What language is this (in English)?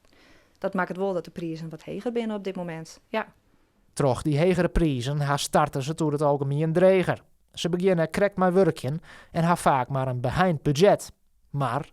Western Frisian